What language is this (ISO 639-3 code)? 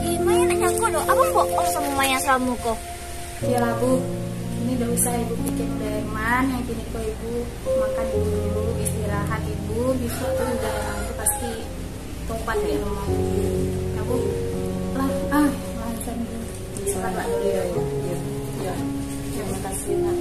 min